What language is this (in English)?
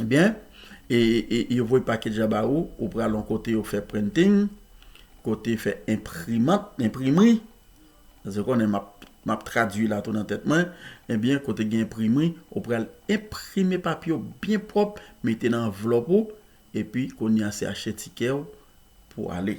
Haitian Creole